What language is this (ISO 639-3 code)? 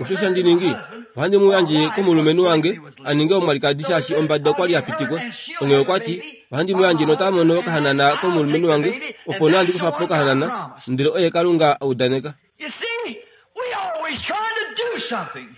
kua